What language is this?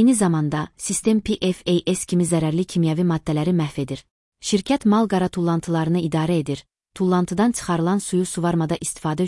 Azerbaijani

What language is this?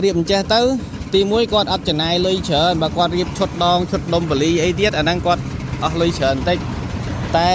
Khmer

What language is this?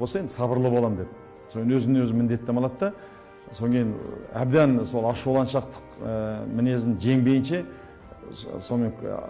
Kazakh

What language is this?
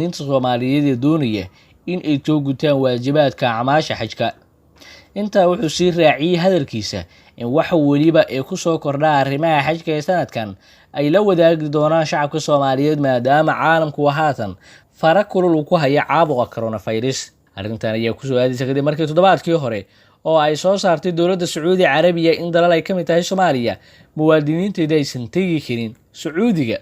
Somali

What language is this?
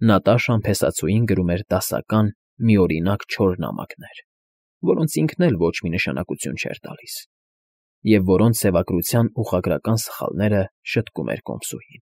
Armenian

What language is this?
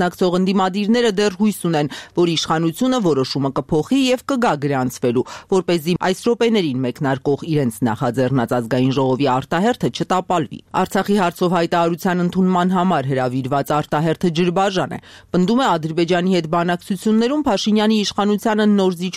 Armenian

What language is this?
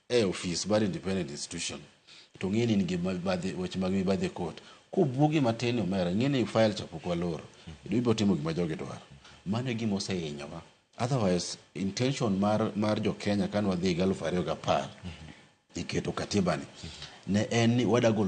Luo (Kenya and Tanzania)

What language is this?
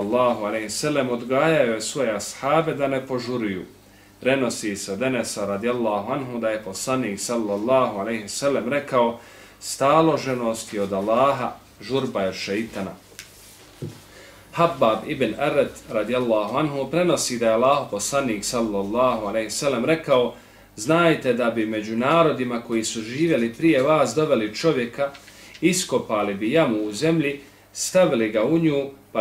Bosnian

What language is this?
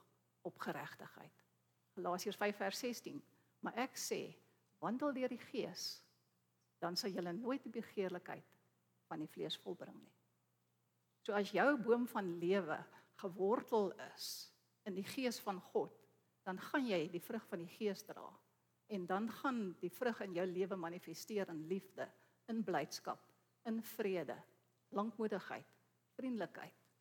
Afrikaans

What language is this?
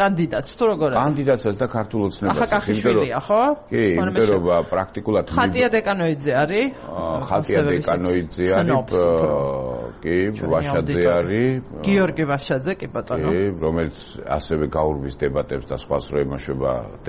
Georgian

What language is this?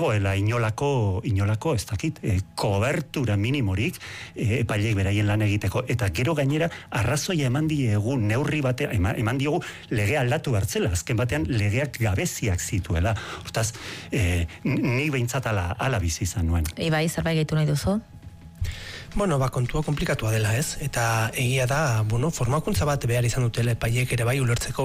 Basque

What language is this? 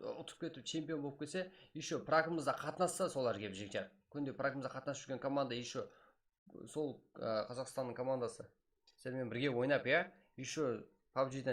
Kara-Kalpak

